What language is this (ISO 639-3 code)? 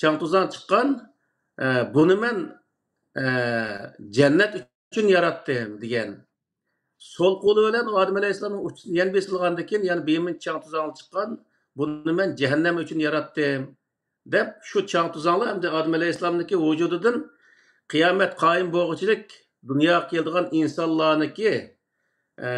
uig